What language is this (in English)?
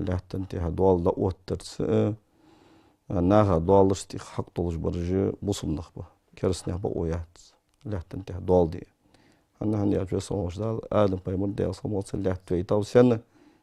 Ingush